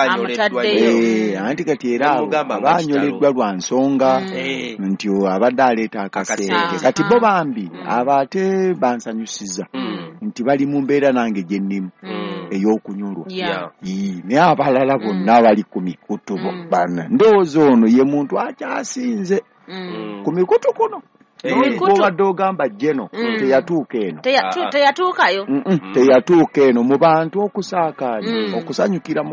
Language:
Ganda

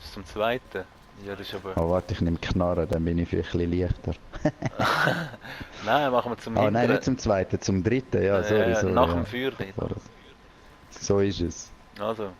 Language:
Swiss German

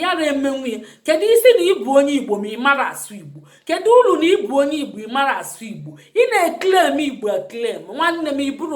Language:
Igbo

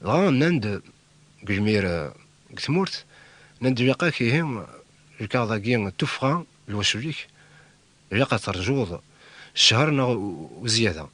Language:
Kabyle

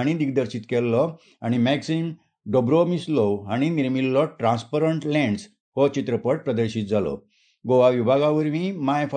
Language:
Konkani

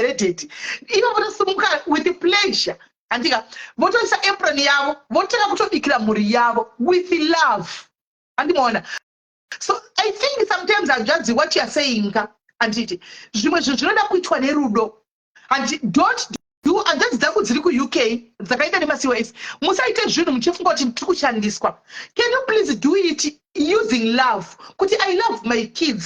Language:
Shona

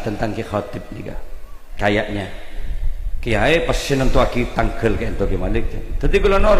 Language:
Madurese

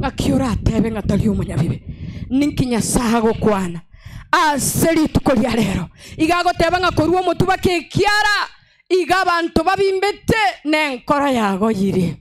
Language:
Gusii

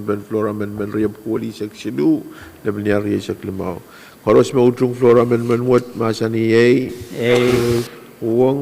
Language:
Pohnpeian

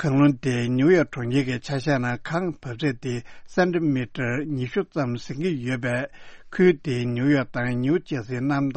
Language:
Tibetan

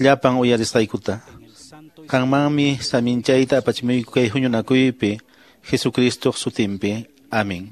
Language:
Quechua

